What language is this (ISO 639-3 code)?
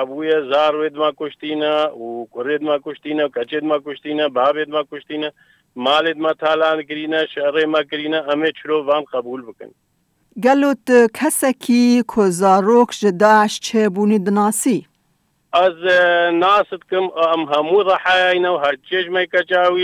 kur